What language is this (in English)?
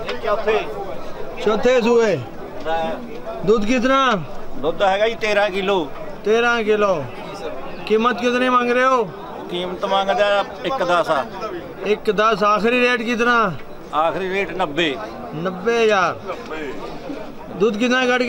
Punjabi